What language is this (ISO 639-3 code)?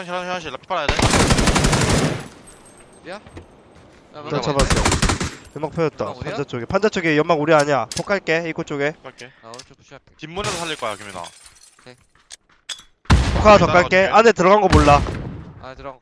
kor